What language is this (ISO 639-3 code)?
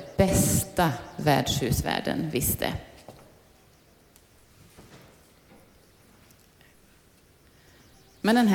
swe